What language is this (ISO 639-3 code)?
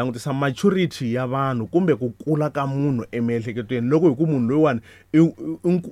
tso